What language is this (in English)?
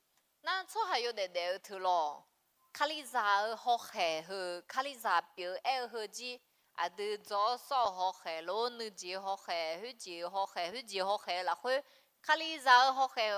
Akha